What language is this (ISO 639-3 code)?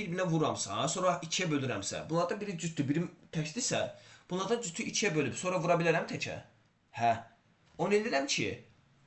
aze